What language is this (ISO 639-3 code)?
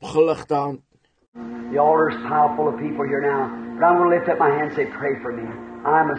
afr